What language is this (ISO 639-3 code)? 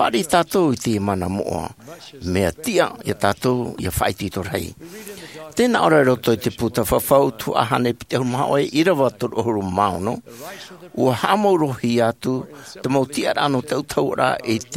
tah